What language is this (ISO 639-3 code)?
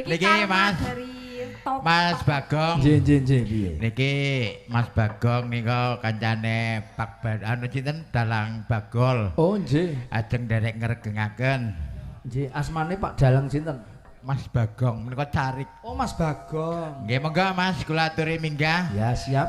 jav